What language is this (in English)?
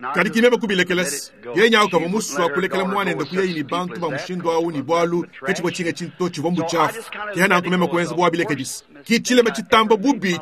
Luba-Lulua